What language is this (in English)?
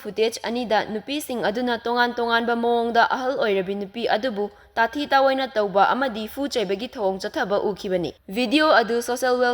Manipuri